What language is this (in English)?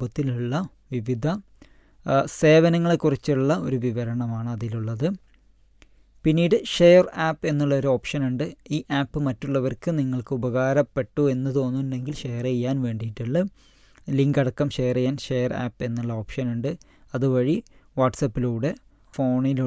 Malayalam